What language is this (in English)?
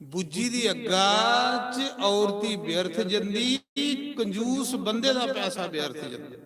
Dogri